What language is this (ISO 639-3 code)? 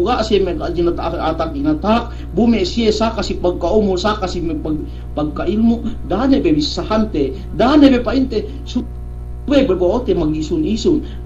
yka